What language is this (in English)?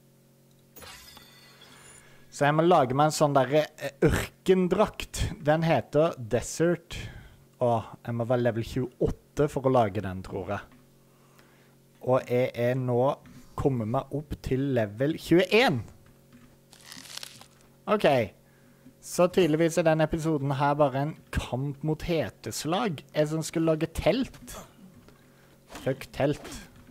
Norwegian